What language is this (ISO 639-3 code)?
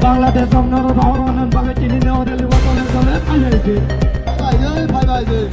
trp